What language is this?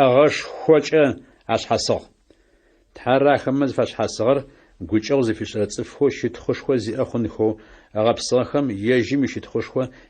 Adyghe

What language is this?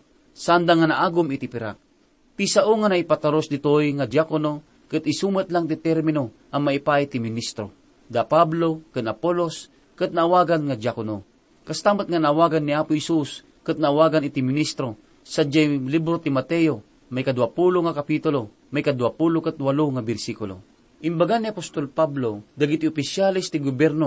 Iloko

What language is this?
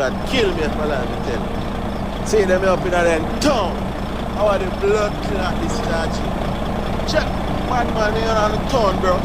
Jamaican Creole English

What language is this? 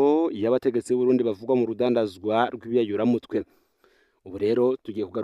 Rundi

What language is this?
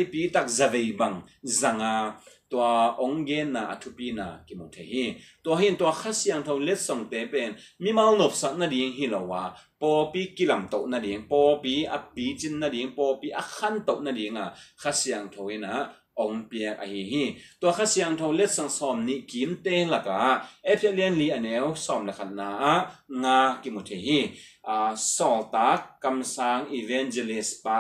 Tedim Chin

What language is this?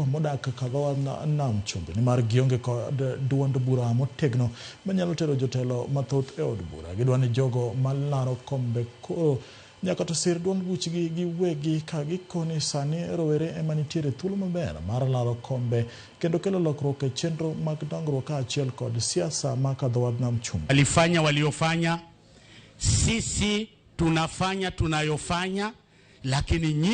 Luo (Kenya and Tanzania)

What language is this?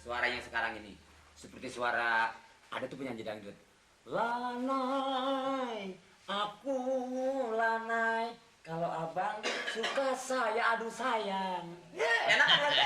Betawi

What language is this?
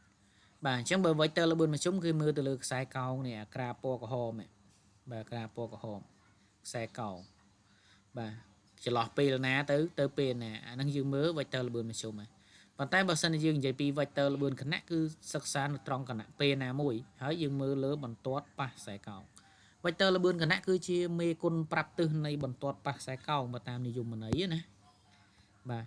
Khmer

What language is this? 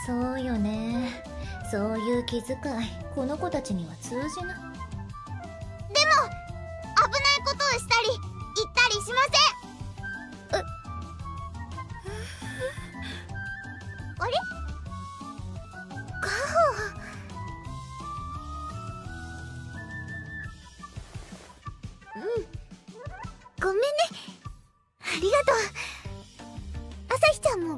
Japanese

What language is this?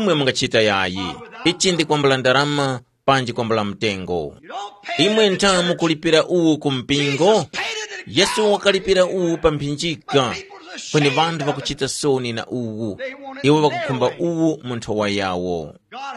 Tumbuka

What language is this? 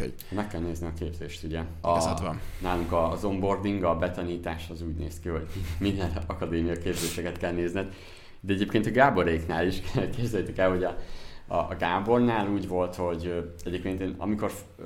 Hungarian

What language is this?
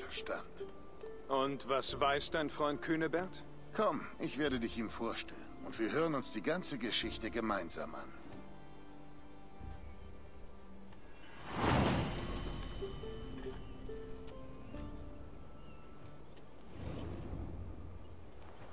German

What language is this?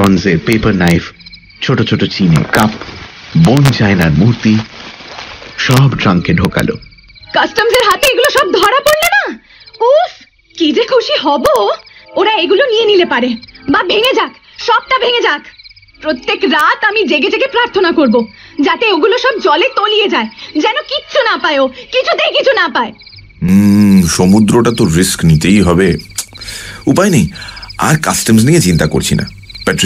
Bangla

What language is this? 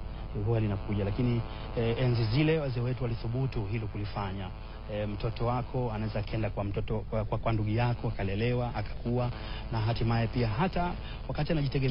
Swahili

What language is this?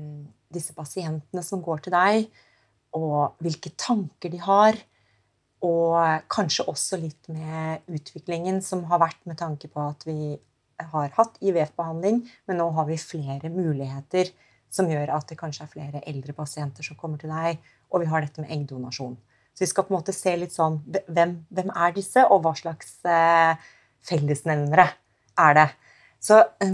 Norwegian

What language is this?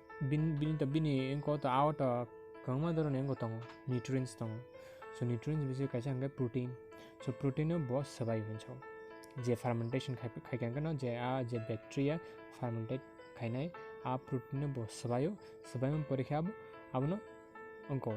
Kok Borok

